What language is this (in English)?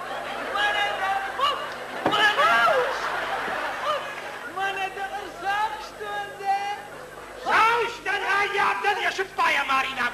Ossetic